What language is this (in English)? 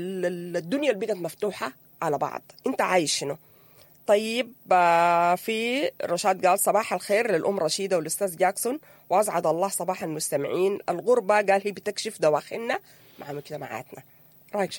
Sudanese Arabic